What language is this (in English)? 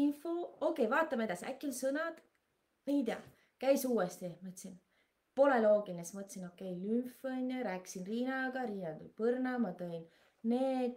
Estonian